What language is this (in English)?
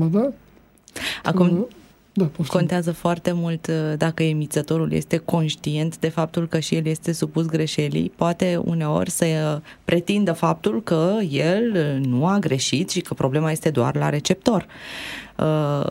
Romanian